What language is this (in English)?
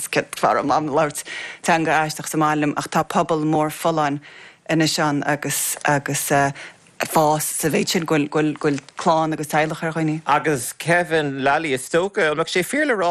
Irish